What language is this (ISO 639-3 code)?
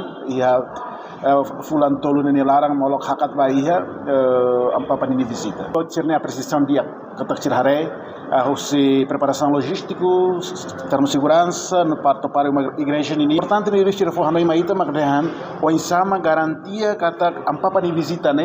tet